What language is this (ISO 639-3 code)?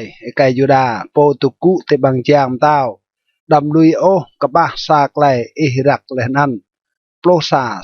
rad